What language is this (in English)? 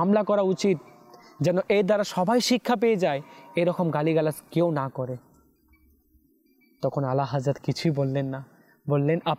Bangla